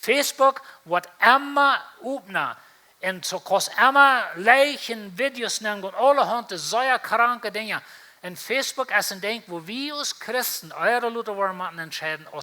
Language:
Plautdietsch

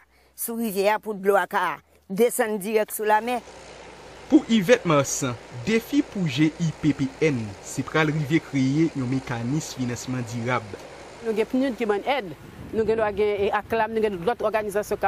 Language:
Haitian Creole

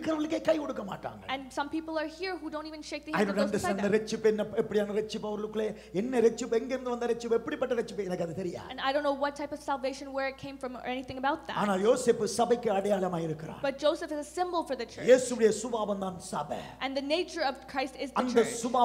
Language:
Tamil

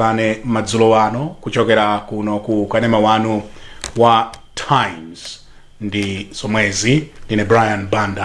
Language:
Nyanja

